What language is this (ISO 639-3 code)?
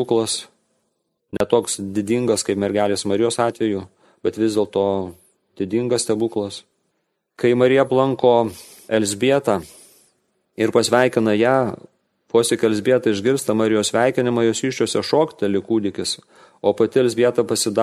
lit